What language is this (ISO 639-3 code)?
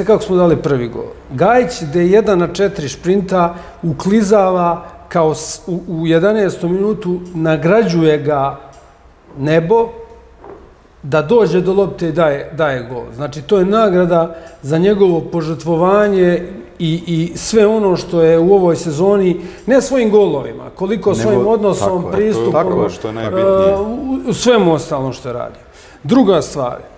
srp